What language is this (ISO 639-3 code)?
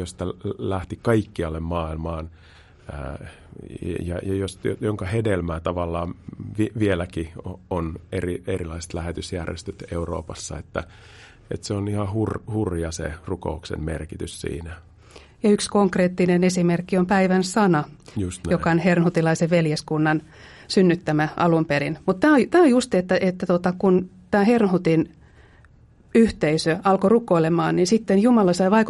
fin